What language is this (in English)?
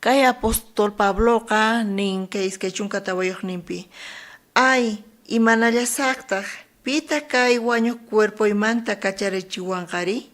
South Bolivian Quechua